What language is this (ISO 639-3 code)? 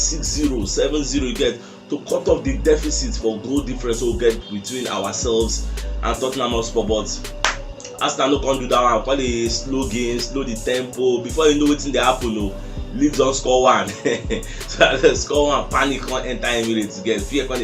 pcm